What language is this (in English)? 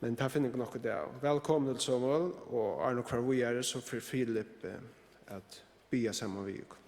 Faroese